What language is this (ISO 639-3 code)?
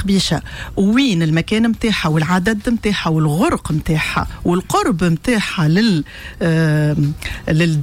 aeb